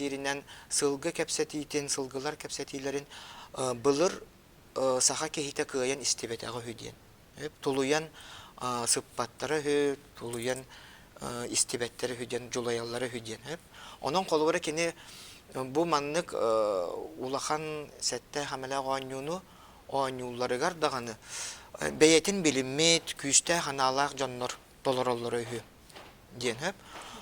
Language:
Yakut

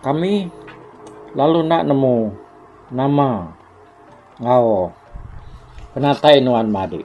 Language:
Iban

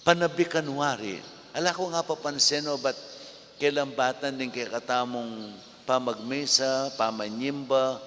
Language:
Pampanga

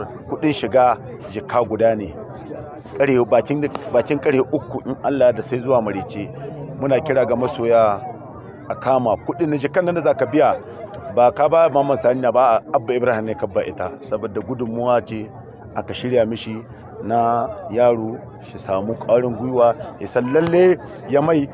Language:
Hausa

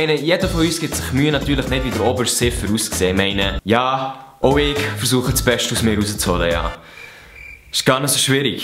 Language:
Swiss German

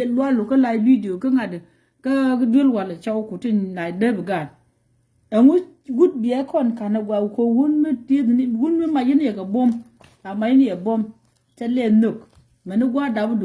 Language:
Nuer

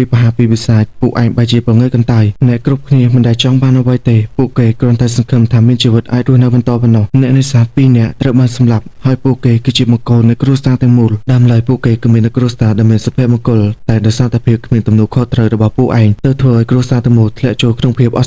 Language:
Khmer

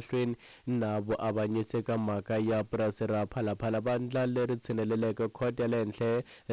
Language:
Tsonga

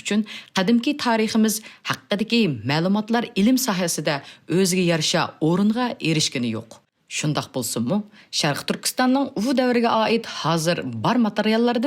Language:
Uyghur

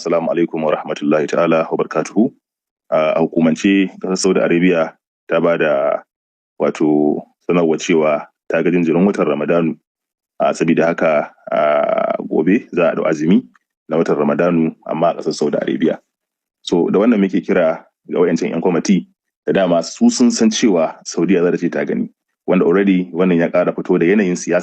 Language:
Hausa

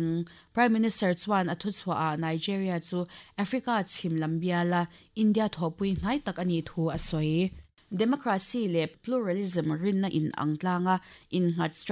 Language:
Mizo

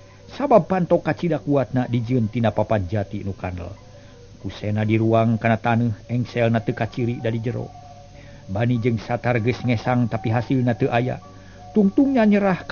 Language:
Sundanese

